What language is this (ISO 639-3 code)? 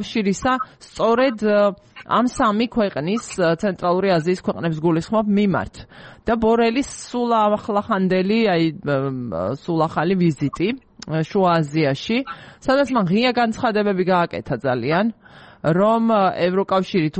kat